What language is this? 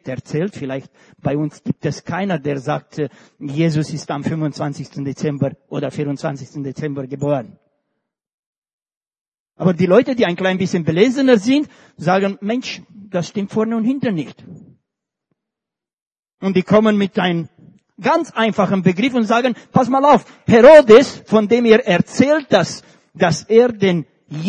German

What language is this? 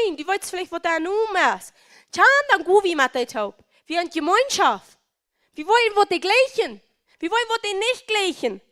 Plautdietsch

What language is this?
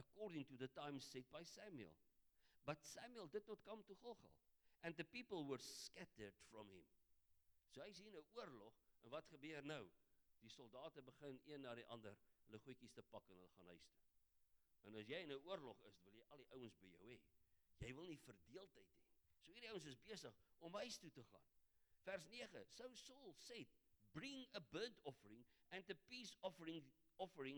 Afrikaans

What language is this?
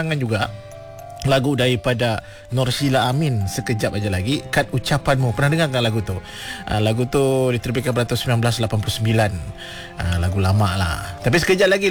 Malay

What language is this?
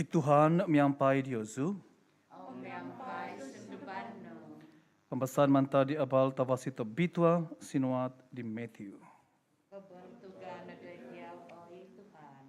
Central Dusun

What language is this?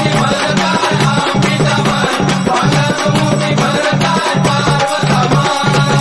Marathi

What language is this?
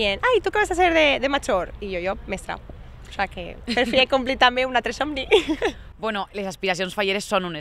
Catalan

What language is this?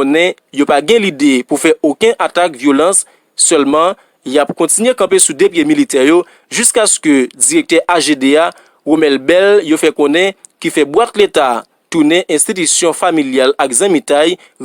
Haitian Creole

